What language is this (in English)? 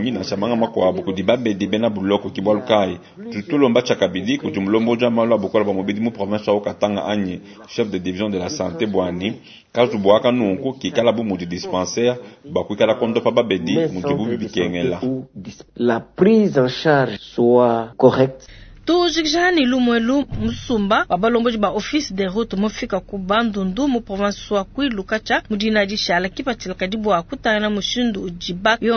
Luba-Lulua